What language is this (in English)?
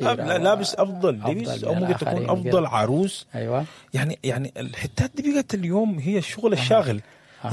Sudanese Arabic